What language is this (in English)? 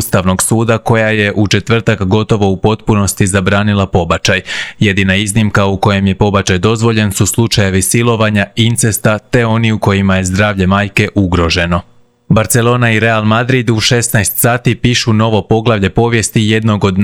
Croatian